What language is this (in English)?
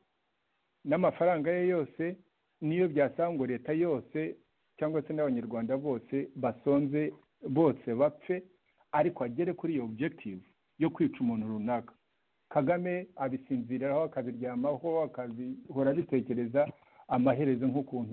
Kinyarwanda